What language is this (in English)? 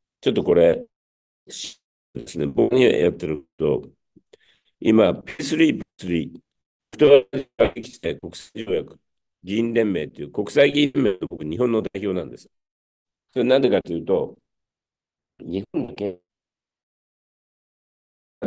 Japanese